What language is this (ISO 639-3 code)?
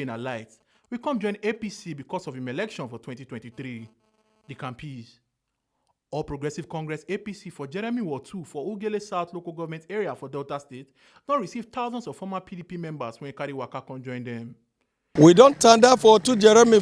pcm